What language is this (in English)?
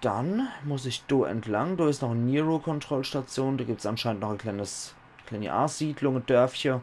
Palatine German